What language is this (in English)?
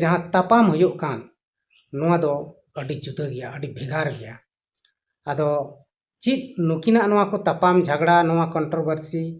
Santali